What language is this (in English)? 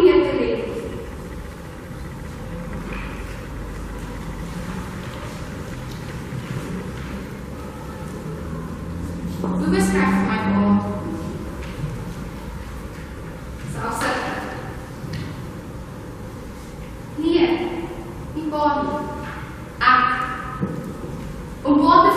Afrikaans